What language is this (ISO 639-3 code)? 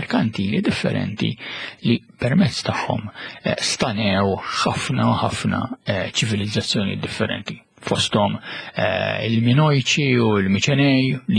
mlt